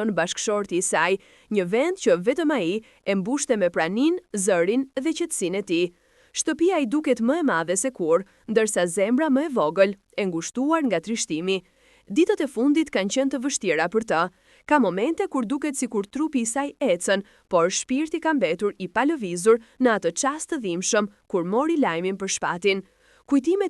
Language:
Albanian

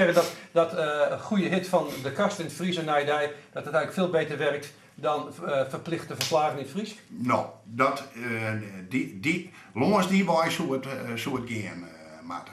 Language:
Western Frisian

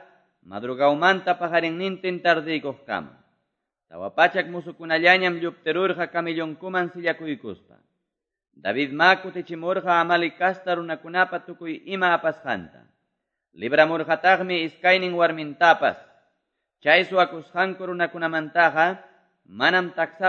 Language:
Quechua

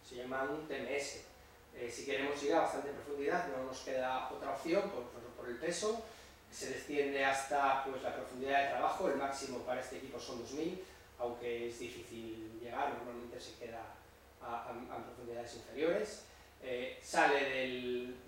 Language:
Spanish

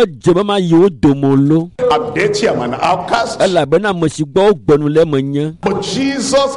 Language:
Ewe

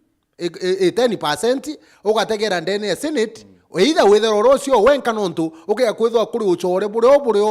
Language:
Meru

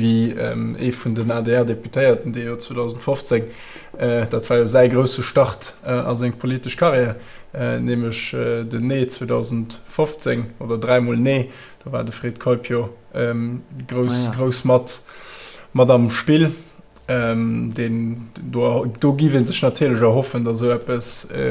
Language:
Luxembourgish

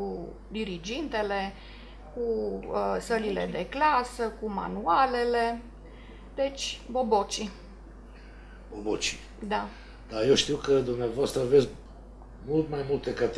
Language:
Romanian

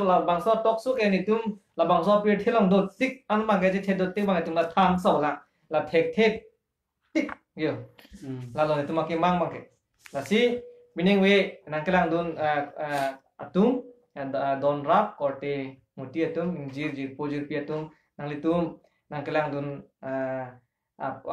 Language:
Karbi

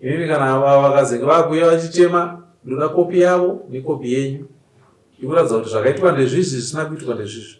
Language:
Shona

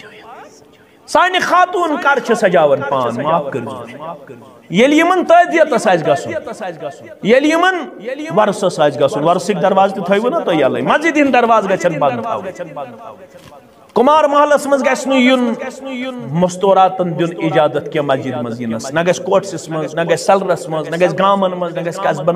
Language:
Kashmiri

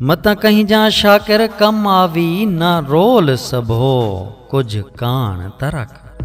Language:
Saraiki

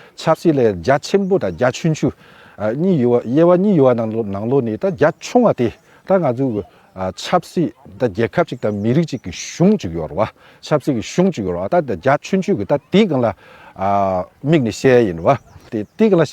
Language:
Tibetan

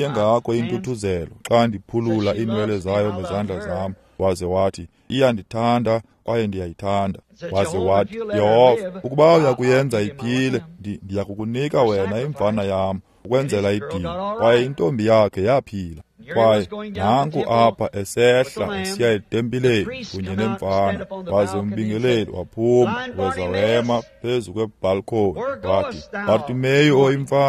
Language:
Xhosa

